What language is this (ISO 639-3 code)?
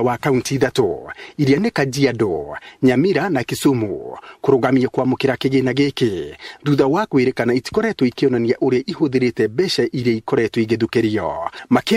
kik